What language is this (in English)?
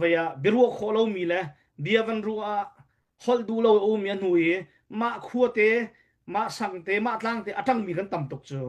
Hakha Chin